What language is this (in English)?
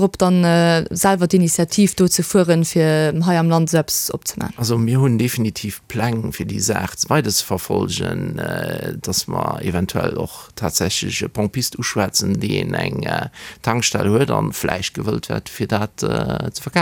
Luxembourgish